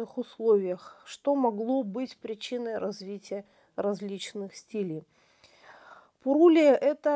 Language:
Russian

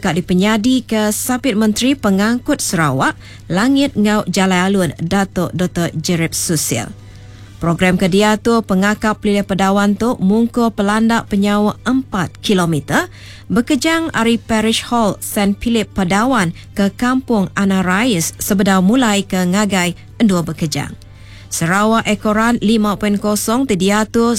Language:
Iban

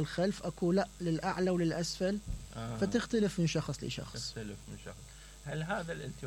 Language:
Mesopotamian Arabic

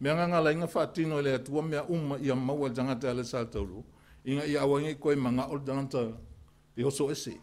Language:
Samoan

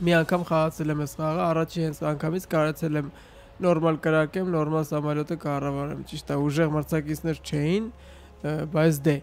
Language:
Armenian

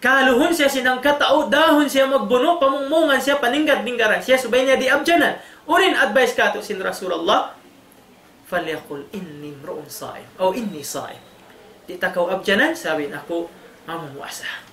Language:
Tausug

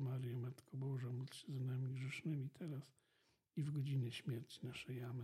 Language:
Polish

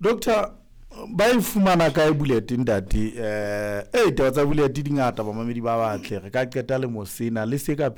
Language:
Southern Sotho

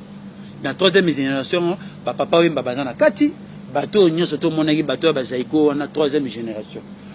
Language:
Lingala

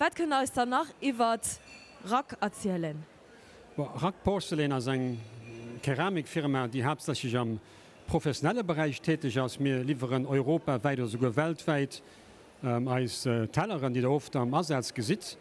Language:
Luxembourgish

